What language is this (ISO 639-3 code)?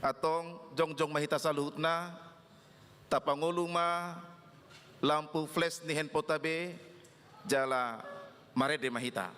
bbc